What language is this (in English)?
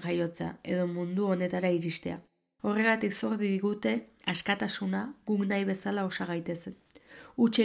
Basque